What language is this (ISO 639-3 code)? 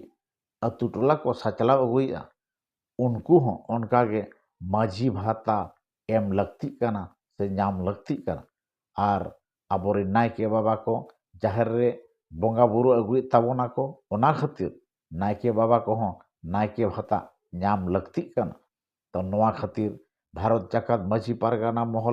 sat